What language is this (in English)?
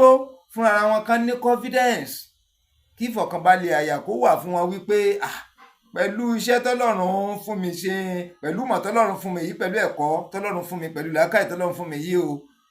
Yoruba